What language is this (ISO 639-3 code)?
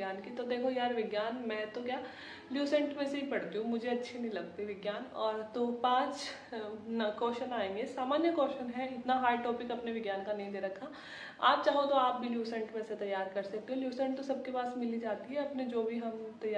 hin